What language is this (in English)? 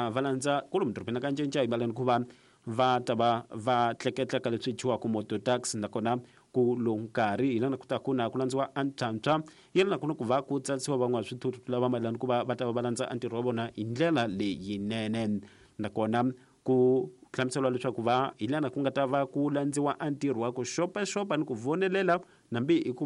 Tsonga